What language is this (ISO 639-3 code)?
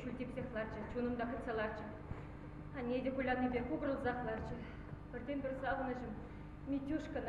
chv